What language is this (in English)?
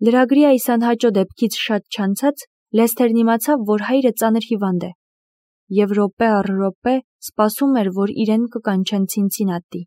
Armenian